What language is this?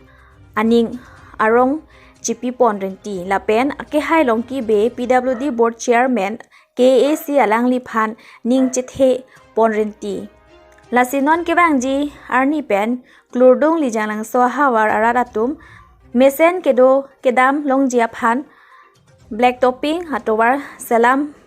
Karbi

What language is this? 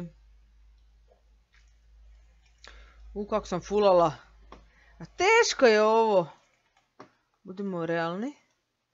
Croatian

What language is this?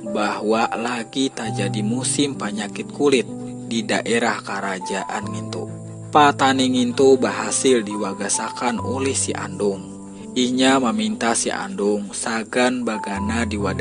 Banjar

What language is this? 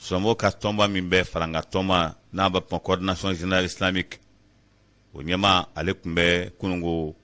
Bambara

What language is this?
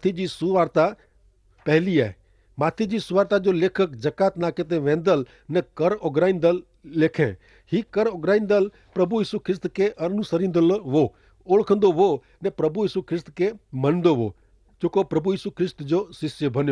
Kachhi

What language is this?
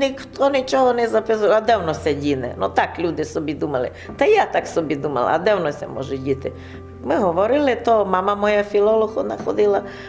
Rusyn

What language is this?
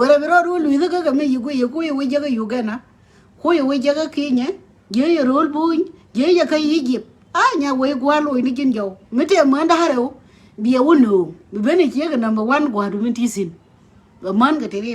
Nuer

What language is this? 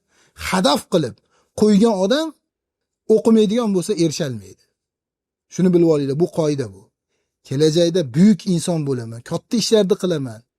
Uzbek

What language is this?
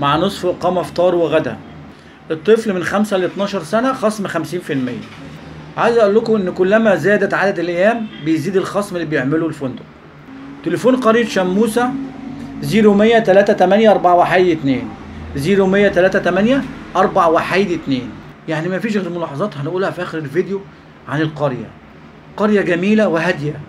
Egyptian Arabic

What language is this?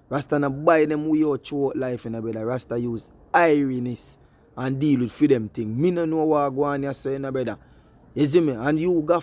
Jamaican Creole English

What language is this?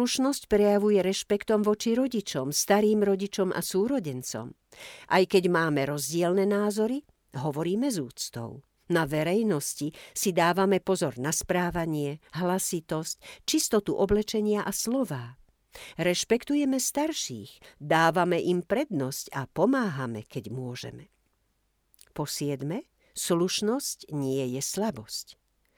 Slovak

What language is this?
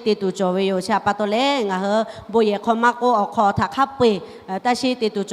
Lahu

